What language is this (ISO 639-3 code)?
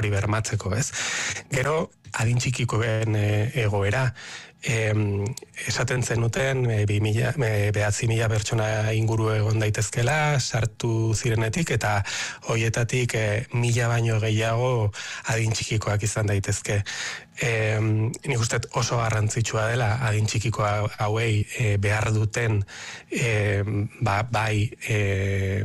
eus